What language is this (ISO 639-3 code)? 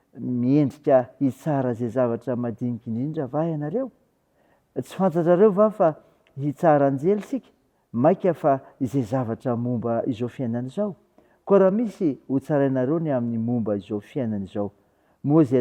mlg